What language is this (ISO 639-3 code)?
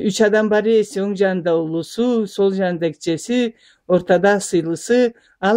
krc